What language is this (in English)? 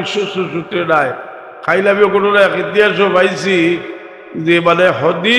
Sylheti